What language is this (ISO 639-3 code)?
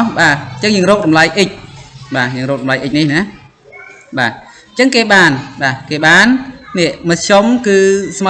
khm